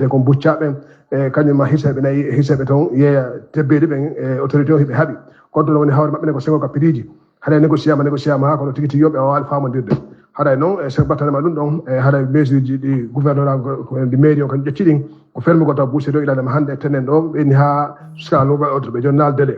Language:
Fula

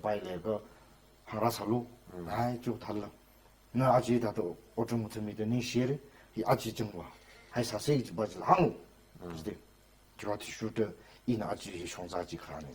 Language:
Tangkhul Naga (India)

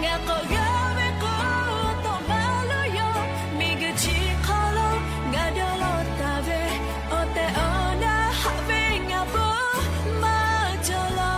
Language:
Lahu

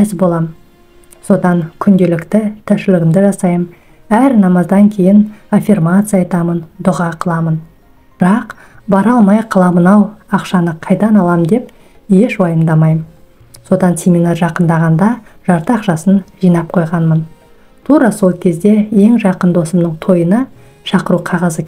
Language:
Kazakh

